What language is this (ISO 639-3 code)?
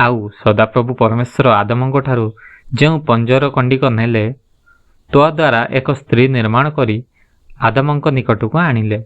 ori